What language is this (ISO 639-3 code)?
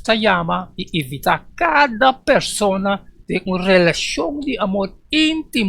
pap